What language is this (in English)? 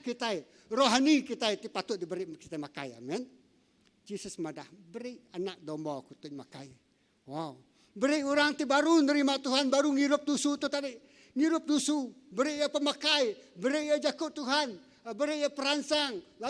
Iban